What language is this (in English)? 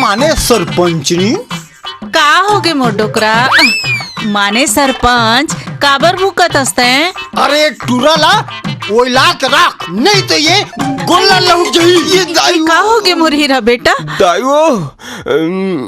Chhattisgarhi